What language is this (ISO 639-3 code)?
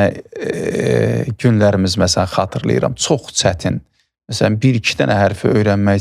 aze